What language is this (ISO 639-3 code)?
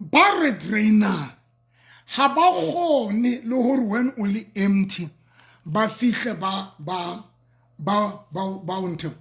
sot